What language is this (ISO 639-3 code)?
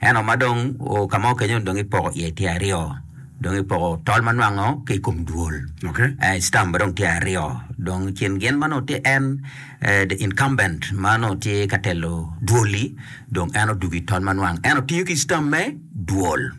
ach